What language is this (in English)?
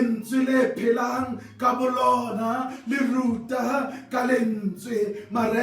Southern Sotho